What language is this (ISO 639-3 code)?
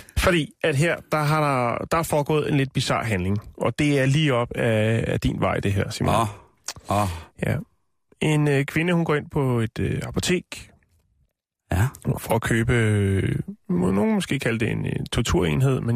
dan